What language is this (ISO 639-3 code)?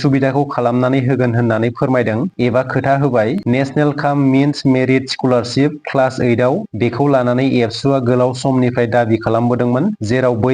brx